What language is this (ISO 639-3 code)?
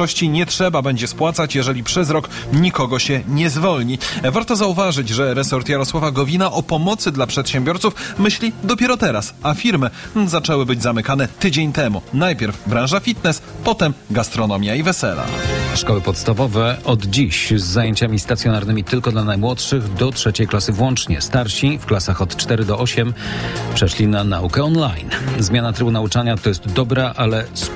pol